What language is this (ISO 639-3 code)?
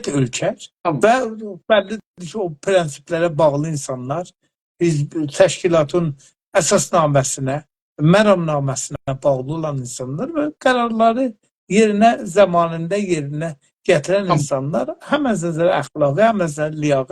azb